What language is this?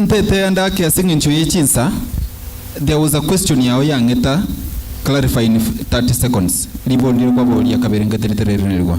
Gusii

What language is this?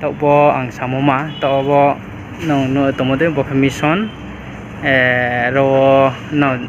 Riang (India)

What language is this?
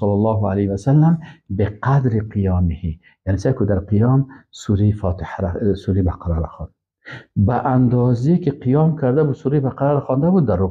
Persian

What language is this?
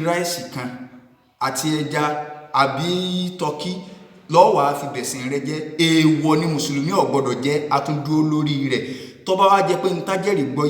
Yoruba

